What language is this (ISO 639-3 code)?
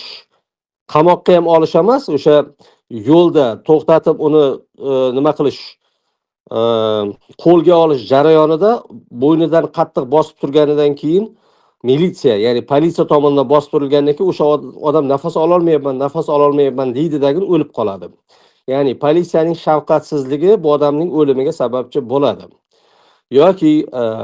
uzb